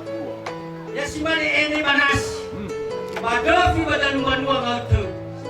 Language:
Nias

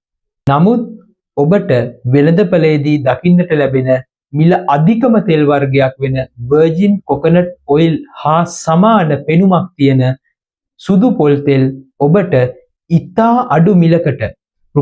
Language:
Sinhala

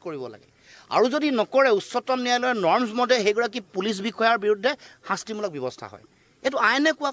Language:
Assamese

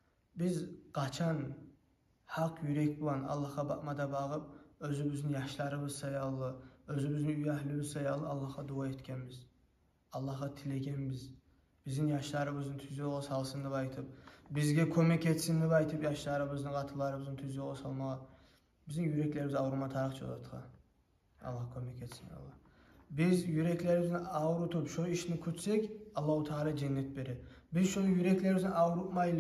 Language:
Kumyk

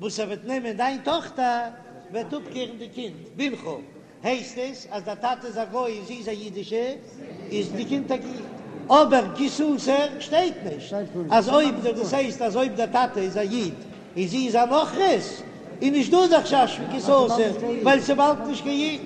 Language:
Yiddish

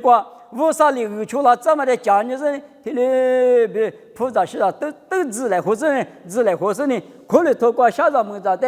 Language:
Lisu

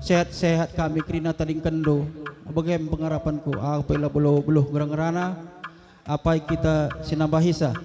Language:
Batak Karo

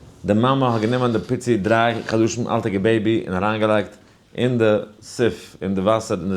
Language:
Yiddish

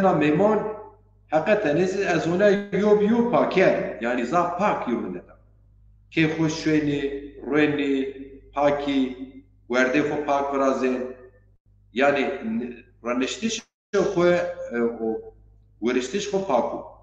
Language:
Zaza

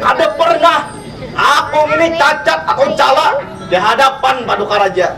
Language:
Banjar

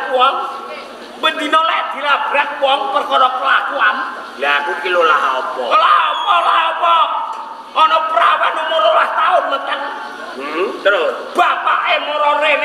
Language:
Javanese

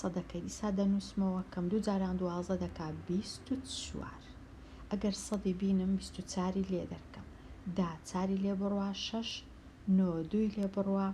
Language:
Central Kurdish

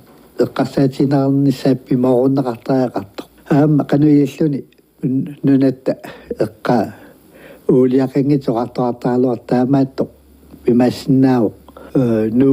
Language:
Kalaallisut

